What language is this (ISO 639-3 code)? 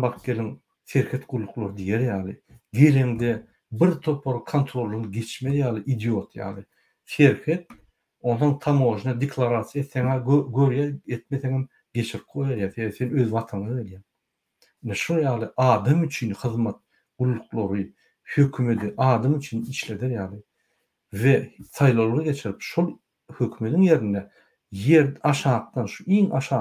tuk